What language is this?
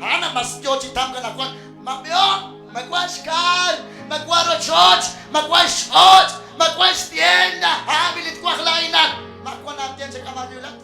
Kekchí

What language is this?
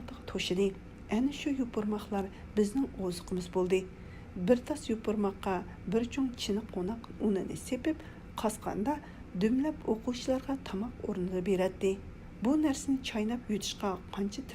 Uyghur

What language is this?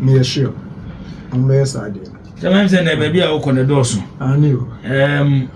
Akan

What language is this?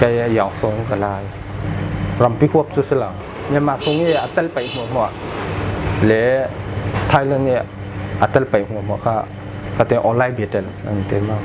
Falam Chin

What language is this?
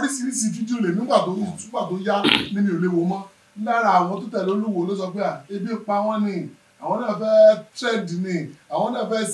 Yoruba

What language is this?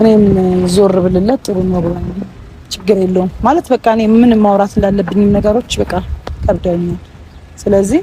Amharic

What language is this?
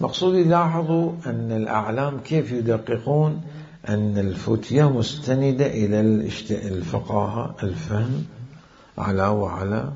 Mesopotamian Arabic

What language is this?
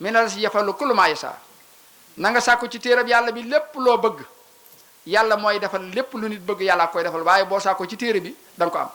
Wolof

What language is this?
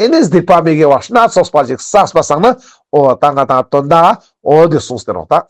Ladakhi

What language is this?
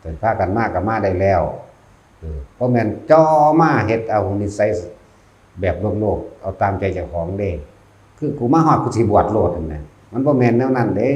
Northeastern Thai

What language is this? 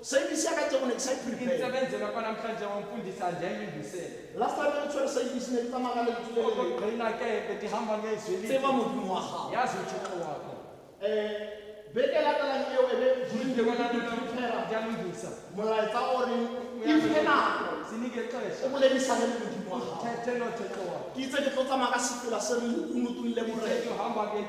Tswana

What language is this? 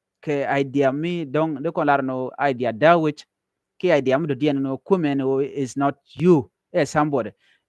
Nuer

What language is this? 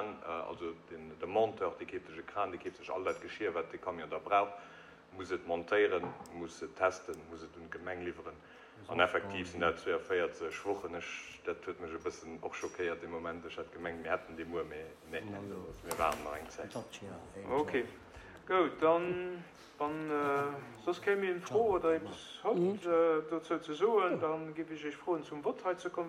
Luxembourgish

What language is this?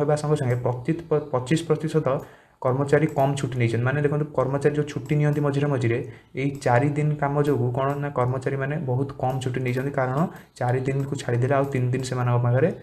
Odia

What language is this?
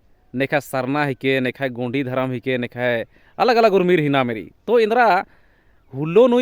Kurukh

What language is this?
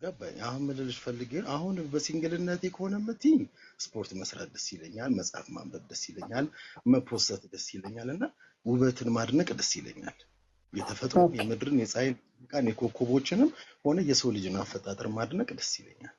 Amharic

